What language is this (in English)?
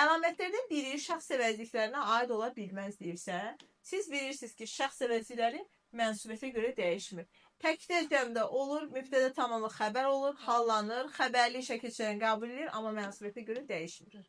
Azerbaijani